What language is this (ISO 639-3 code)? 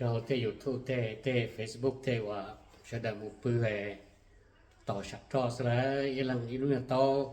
hmn